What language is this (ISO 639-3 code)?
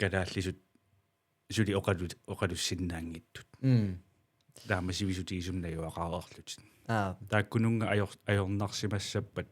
kal